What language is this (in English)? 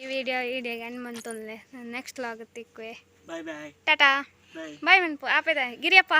Tulu